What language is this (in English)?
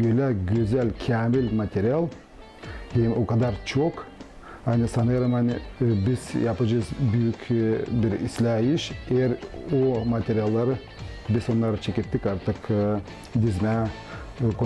Gagauz